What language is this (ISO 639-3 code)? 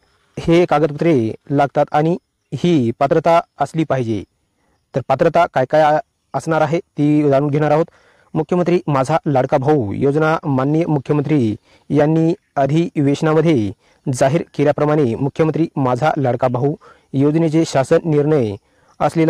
mar